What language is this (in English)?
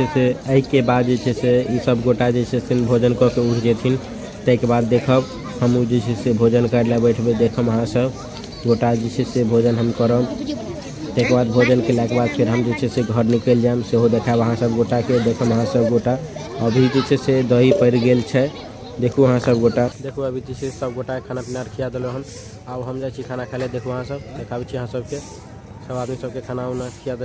Maithili